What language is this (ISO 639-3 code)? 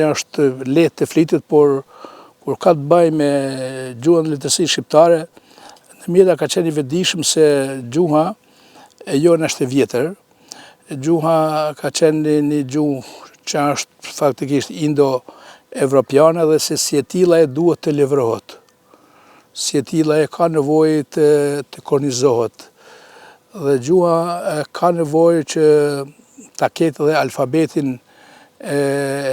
sqi